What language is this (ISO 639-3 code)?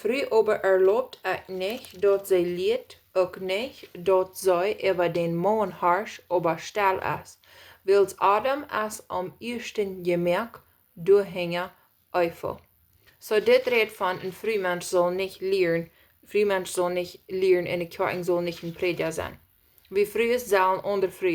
pdt